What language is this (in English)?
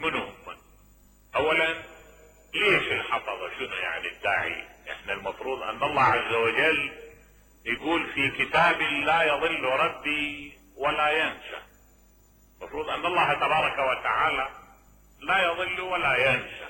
Mesopotamian Arabic